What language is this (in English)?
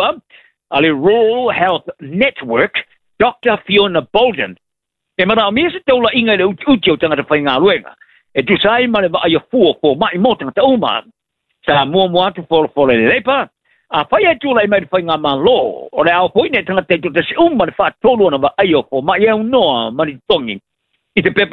Samoan